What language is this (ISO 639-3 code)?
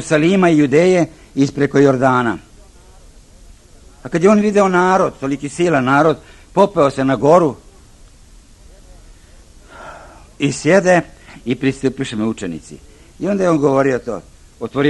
srp